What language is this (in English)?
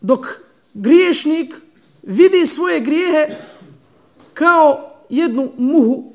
Bosnian